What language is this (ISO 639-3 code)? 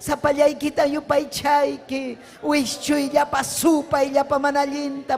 quy